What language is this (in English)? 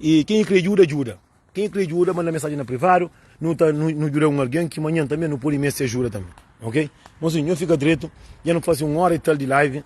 Kabuverdianu